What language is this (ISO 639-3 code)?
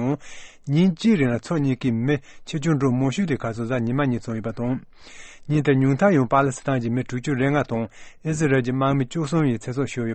bod